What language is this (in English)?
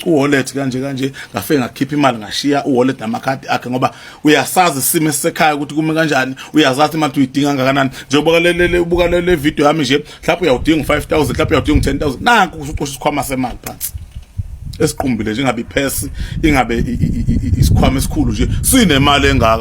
Zulu